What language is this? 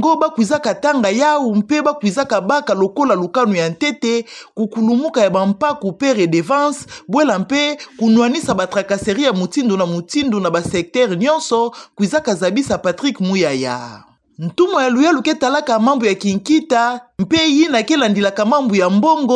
Kituba (Democratic Republic of Congo)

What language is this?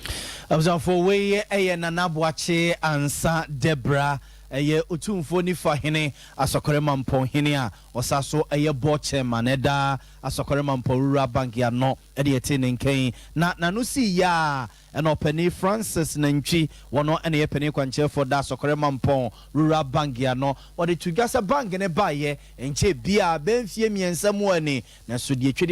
Akan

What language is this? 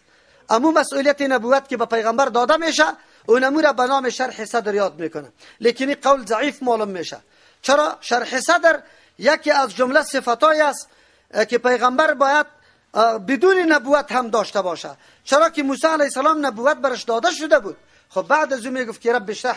Persian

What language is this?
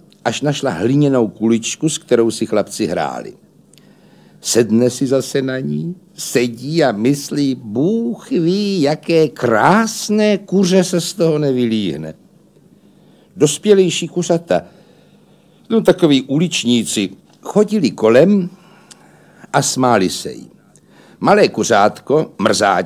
Czech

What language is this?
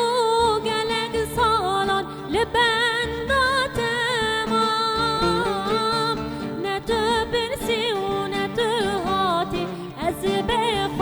Kurdish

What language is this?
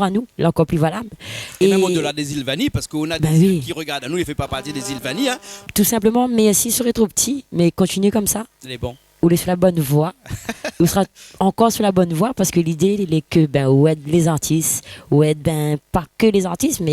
Réunion Creole French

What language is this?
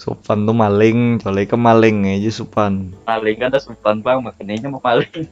Banjar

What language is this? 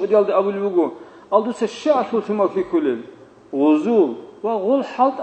Avaric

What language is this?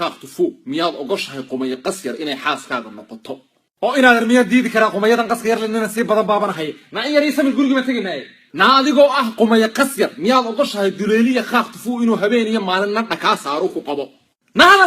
Somali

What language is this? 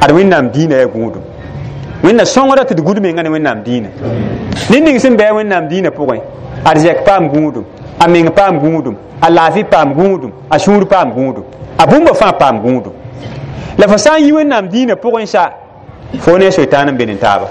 Mossi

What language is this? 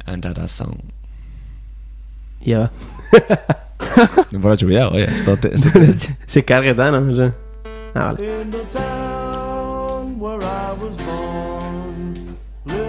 Basque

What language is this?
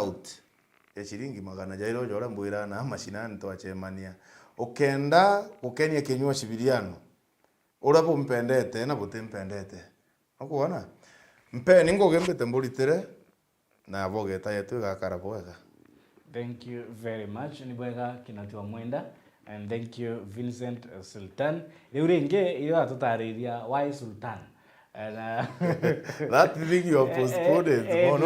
Meru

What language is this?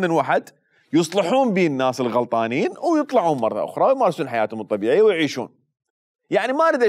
Mesopotamian Arabic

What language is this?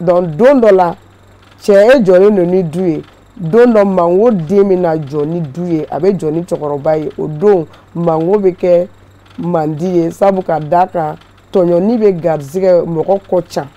Bambara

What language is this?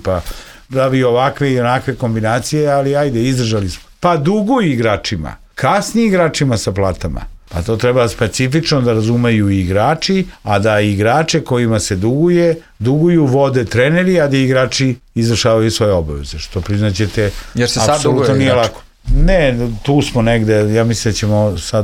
Serbian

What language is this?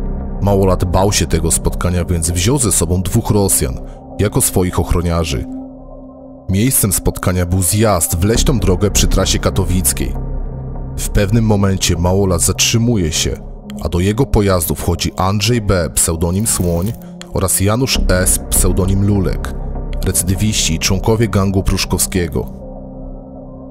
Polish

